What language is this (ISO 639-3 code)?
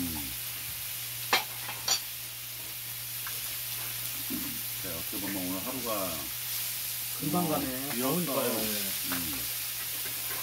kor